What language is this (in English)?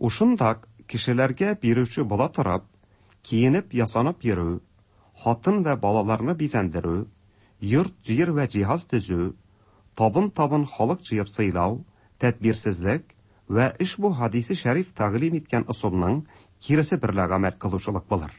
Tatar